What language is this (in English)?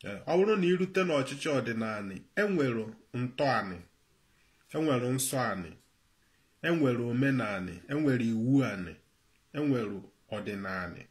Igbo